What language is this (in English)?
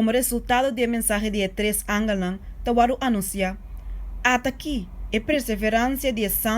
Papiamento